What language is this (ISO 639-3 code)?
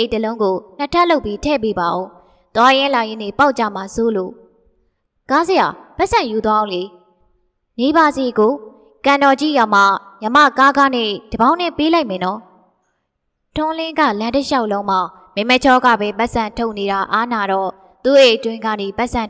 mya